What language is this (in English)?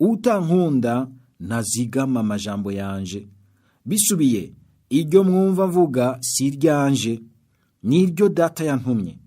Rundi